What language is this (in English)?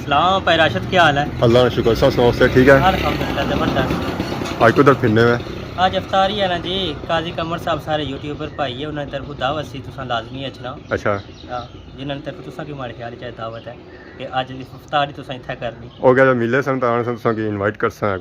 Pahari-Potwari